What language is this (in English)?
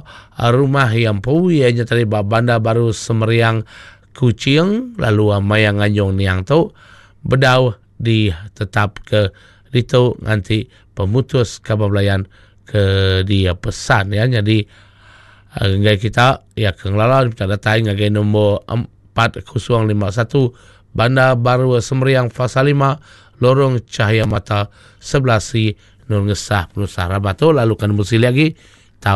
Iban